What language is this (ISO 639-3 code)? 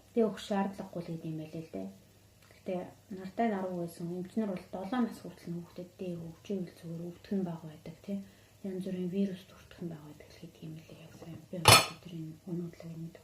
mon